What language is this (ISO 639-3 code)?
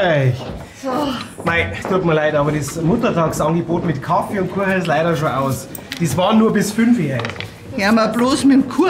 bar